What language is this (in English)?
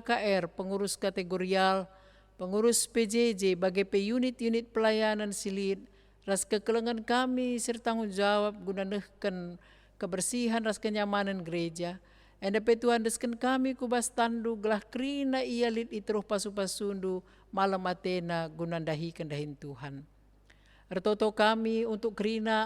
Batak Karo